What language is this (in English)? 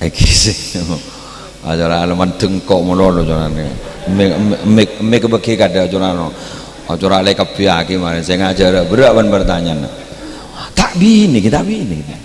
Madurese